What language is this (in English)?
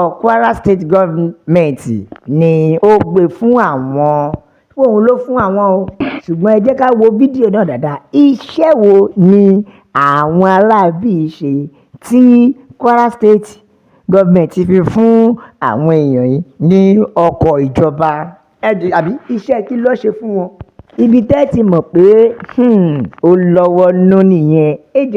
Yoruba